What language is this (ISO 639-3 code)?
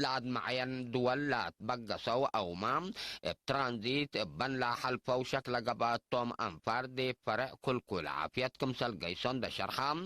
tig